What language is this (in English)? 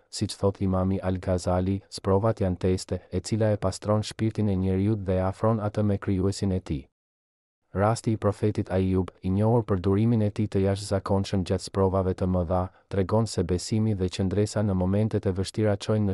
Albanian